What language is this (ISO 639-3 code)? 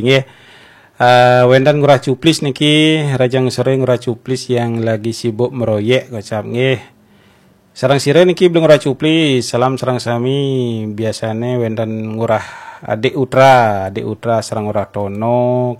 ban